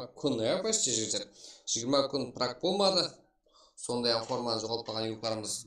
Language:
Kara-Kalpak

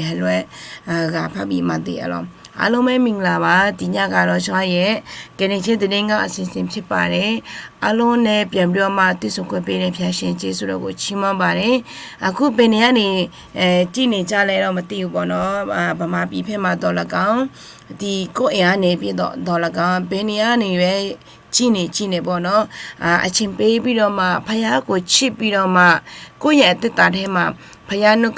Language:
Akha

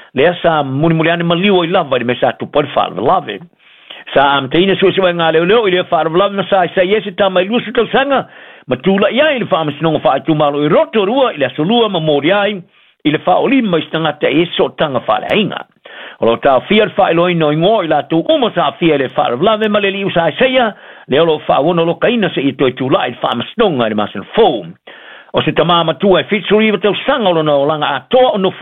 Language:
Samoan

